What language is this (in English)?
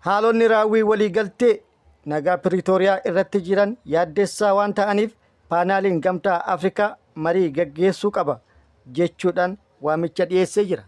Oromo